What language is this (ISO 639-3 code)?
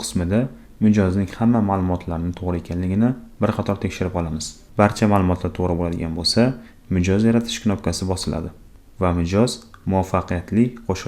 uzb